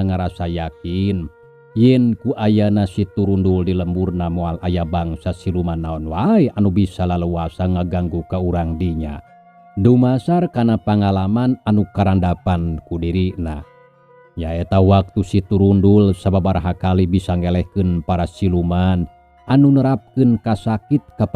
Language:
Sundanese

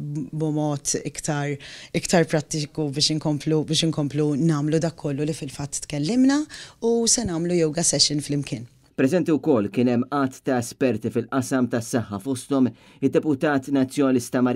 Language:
Maltese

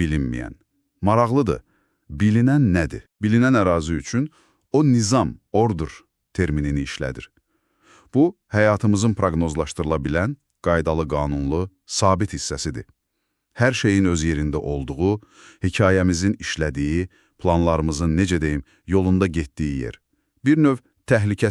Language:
Azerbaijani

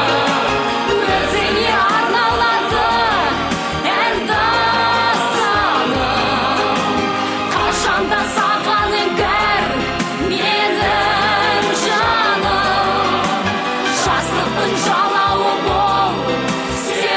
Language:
Kazakh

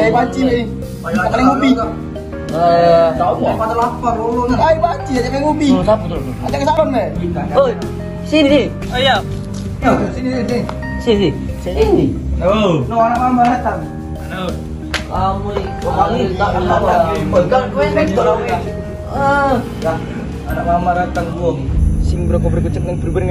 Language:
Musi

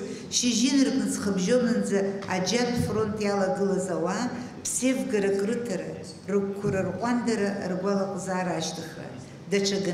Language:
Abkhazian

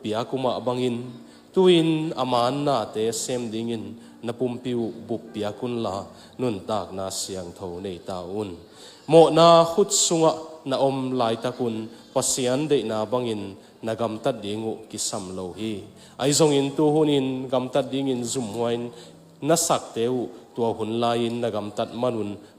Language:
Tedim Chin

